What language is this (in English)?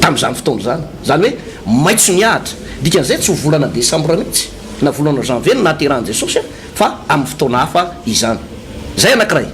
Malagasy